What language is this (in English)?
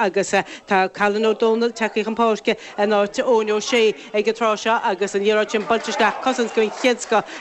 Irish